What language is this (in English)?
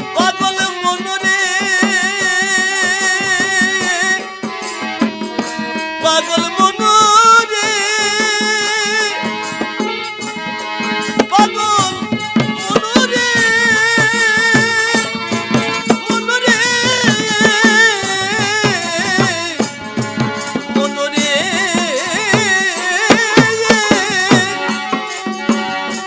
Bangla